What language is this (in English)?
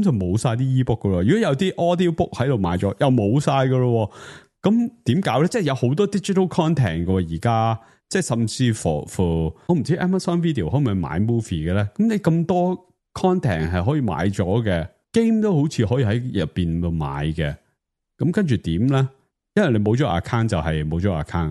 Cantonese